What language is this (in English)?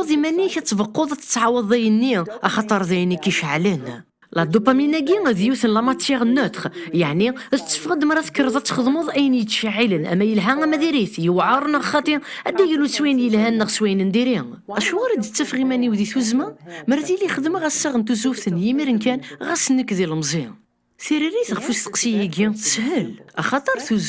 Kabyle